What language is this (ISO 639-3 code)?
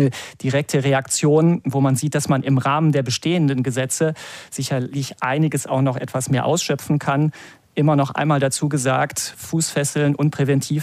deu